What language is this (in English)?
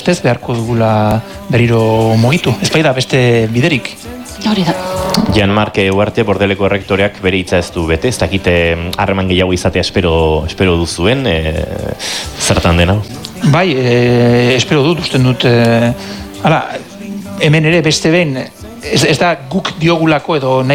Basque